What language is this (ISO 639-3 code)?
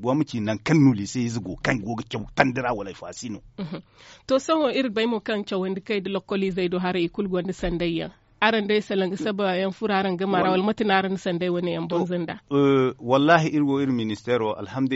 dje